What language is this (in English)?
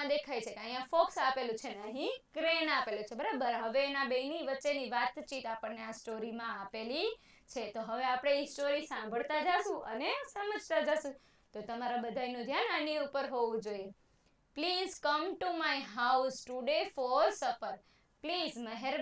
Gujarati